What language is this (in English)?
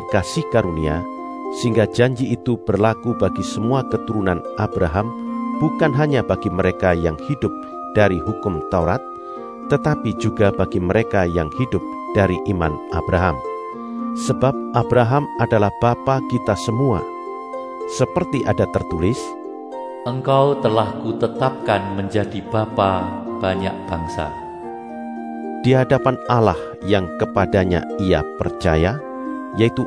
Indonesian